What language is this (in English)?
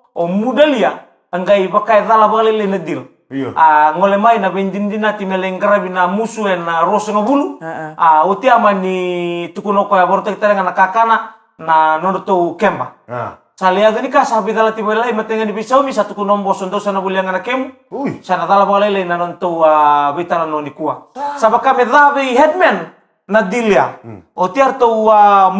Fijian